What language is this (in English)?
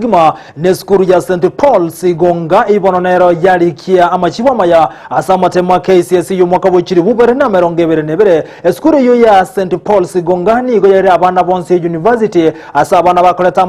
Gusii